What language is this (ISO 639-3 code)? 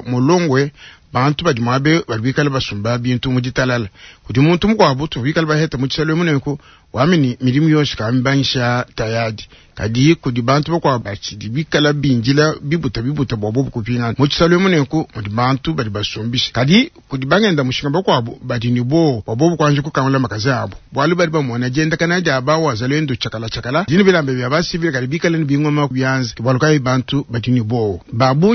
lua